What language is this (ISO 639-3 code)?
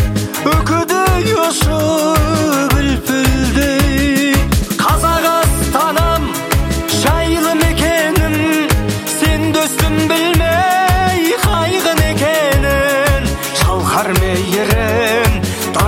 kaz